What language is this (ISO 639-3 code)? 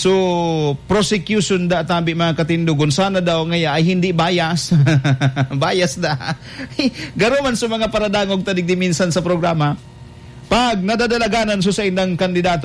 bik